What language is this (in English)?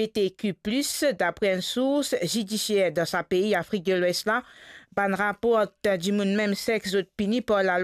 Morisyen